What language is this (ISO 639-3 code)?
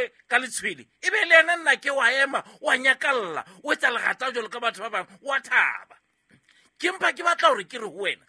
sot